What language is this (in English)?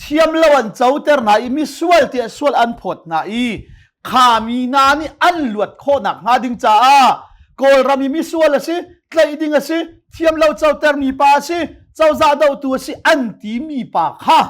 Hakha Chin